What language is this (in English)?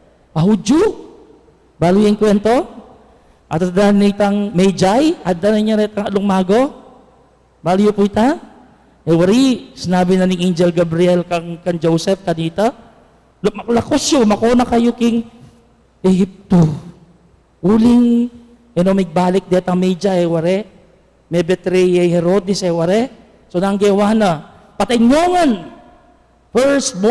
Pampanga